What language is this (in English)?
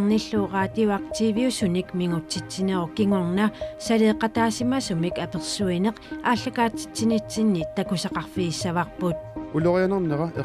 Kalaallisut